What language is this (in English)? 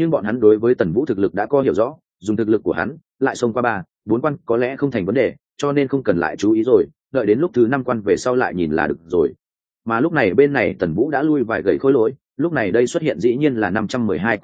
Vietnamese